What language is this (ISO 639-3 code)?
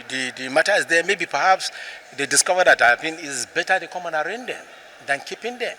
pcm